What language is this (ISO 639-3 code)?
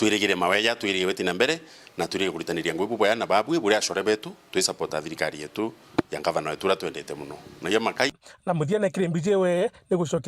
mer